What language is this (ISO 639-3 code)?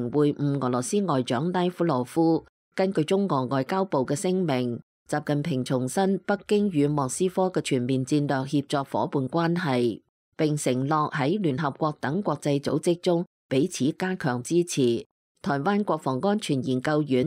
yue